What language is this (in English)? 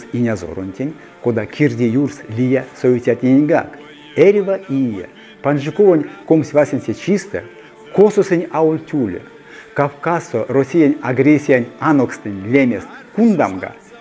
Erzya